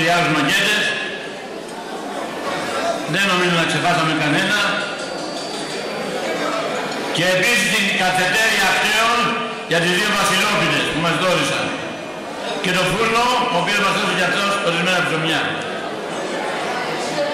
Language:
Greek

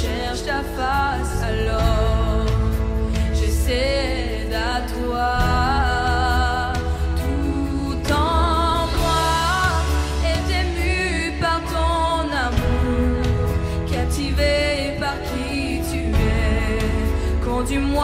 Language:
French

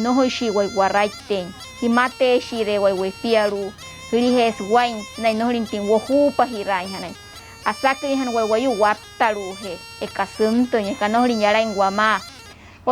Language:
Wayuu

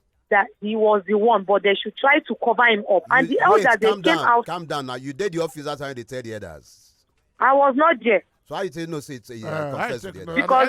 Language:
Nigerian Pidgin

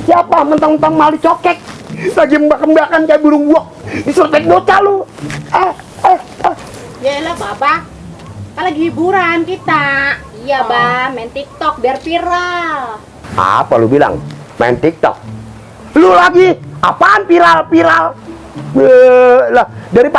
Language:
Betawi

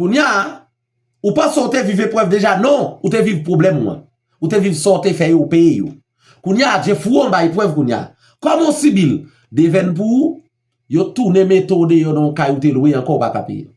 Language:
Haitian Creole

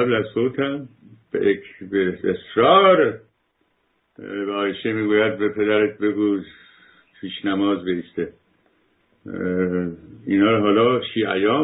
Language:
Persian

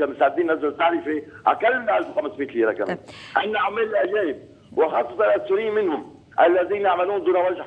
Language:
North Levantine Arabic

